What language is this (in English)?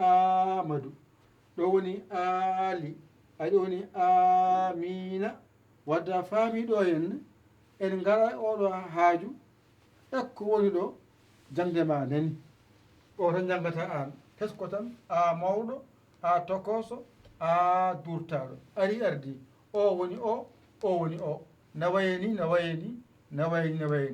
Fula